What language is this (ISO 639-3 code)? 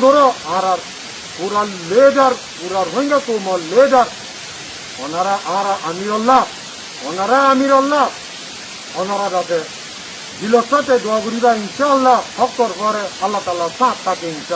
rhg